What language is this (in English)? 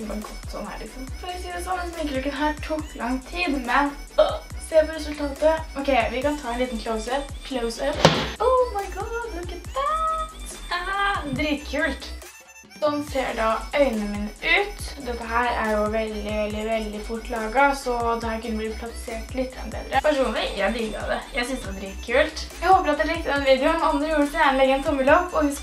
Norwegian